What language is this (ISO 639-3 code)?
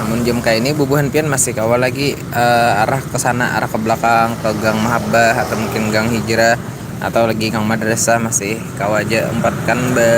bjn